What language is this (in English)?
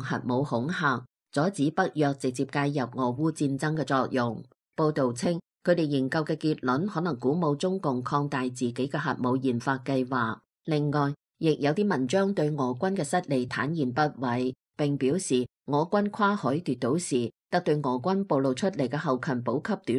Cantonese